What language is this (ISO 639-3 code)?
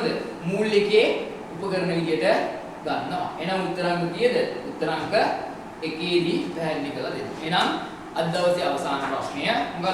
sin